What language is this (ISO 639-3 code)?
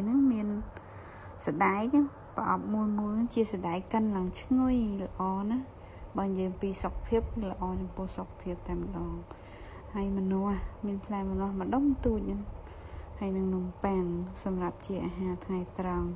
khm